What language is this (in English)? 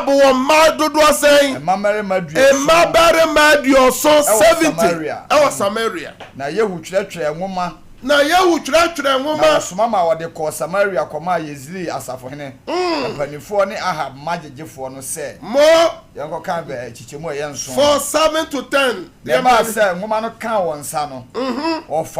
Akan